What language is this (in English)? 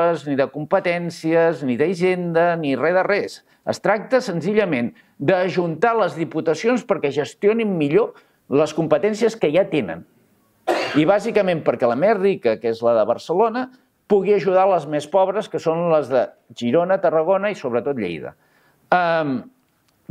Catalan